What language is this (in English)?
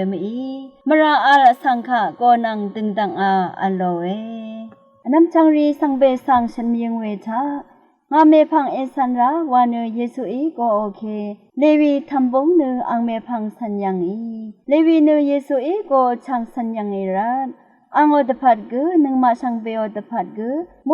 Rawang